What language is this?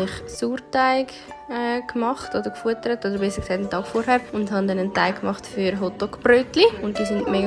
Swiss German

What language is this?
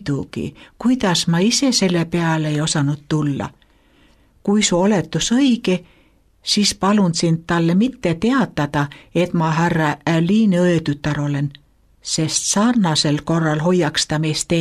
Estonian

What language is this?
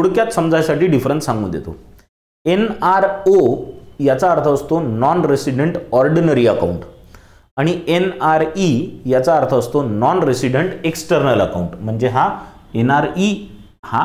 Marathi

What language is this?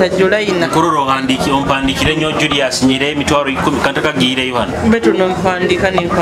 Nyoro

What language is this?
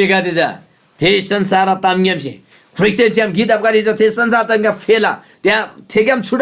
Eastern Tamang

